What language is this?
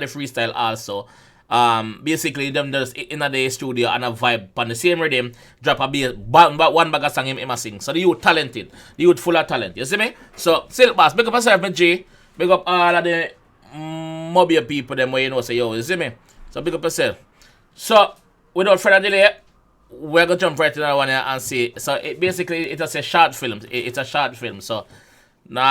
Jamaican Creole English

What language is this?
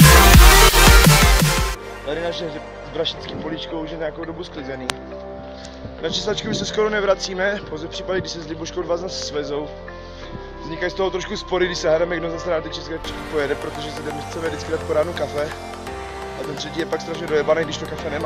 Czech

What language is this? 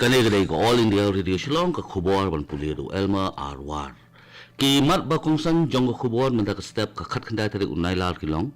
Khasi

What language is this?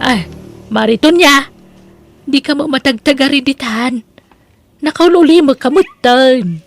Iloko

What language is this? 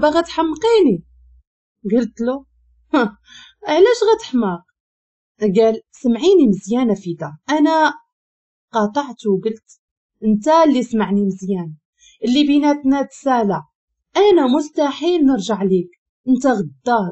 Moroccan Arabic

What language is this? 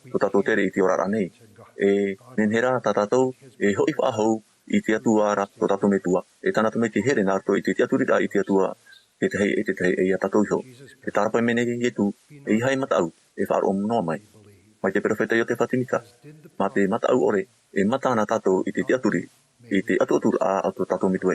Tahitian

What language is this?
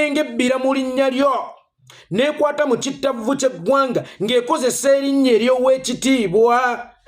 Ganda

